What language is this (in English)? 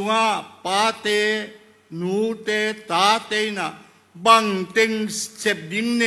Tedim Chin